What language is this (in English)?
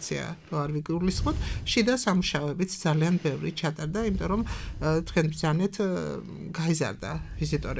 Georgian